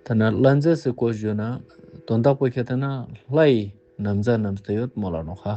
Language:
Ladakhi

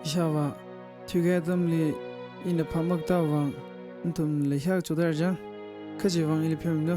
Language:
Tangkhul Naga (India)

